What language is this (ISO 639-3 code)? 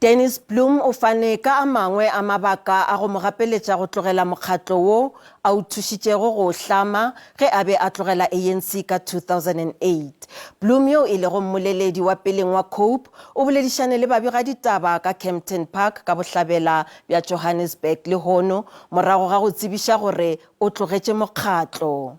nso